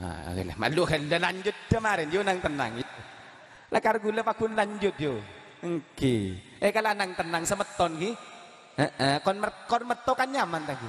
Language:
Madurese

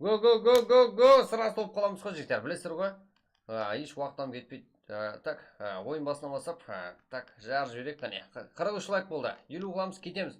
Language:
Kara-Kalpak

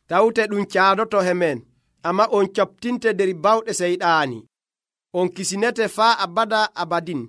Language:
Nigerian Fulfulde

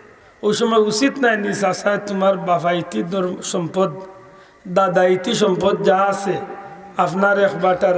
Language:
Sylheti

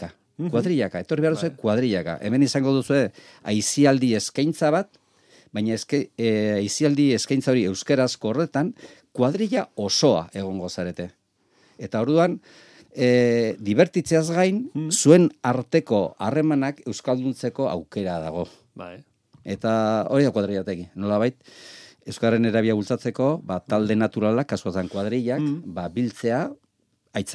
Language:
Basque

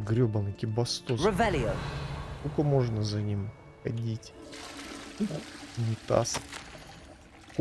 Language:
Russian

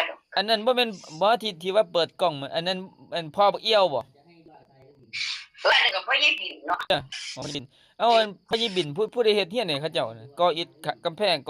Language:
Lao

